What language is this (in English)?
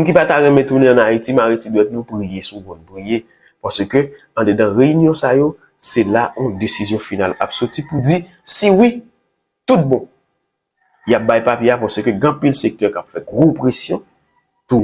Haitian Creole